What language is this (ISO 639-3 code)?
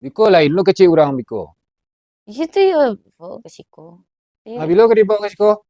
min